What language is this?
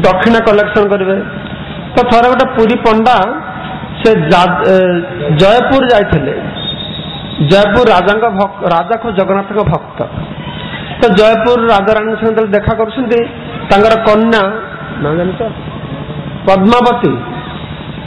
Odia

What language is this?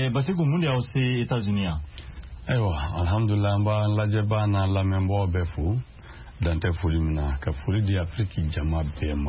Bambara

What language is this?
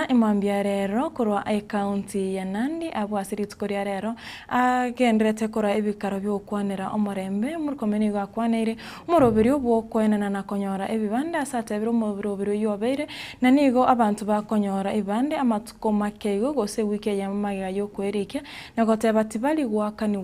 Gusii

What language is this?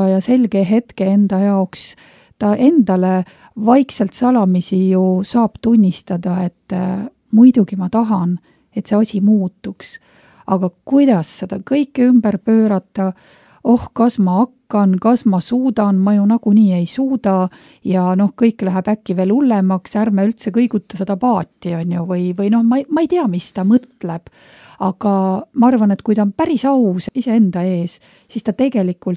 Estonian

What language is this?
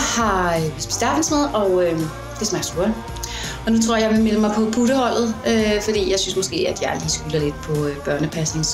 Danish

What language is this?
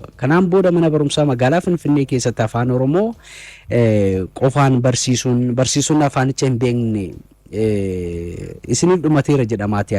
Oromo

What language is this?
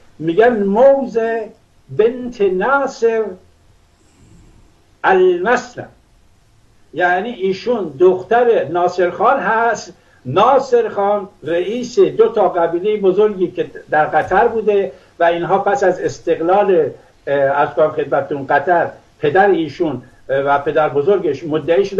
Persian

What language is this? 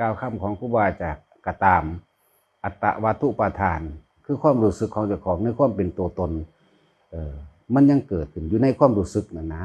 Lao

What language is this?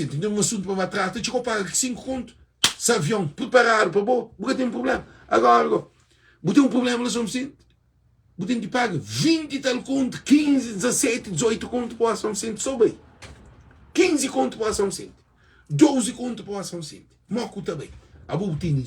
Kabuverdianu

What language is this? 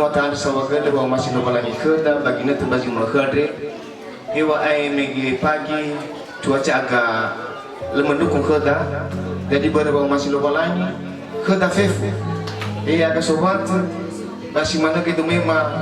Nias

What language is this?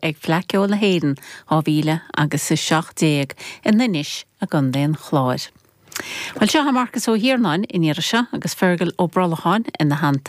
Irish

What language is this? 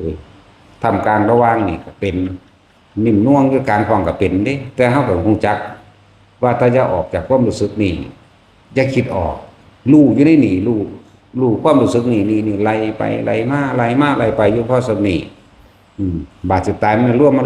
Northeastern Thai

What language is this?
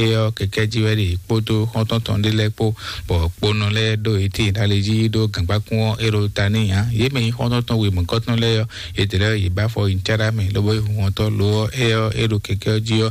Fon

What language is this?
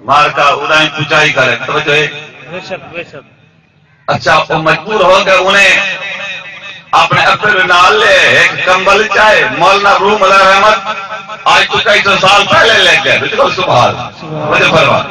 Saraiki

